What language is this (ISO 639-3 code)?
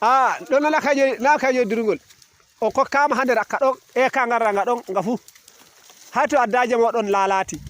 ful